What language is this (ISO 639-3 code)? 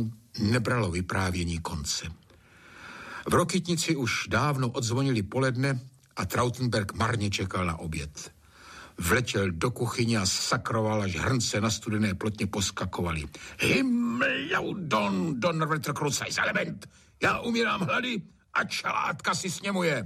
ces